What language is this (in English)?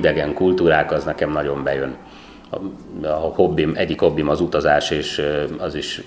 Hungarian